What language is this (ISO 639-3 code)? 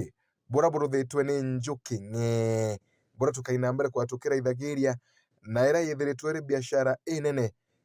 mer